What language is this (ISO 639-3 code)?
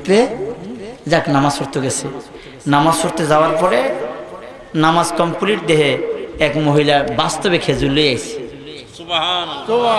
syl